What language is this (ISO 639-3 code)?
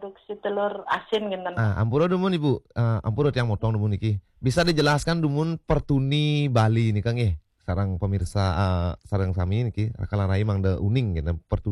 ban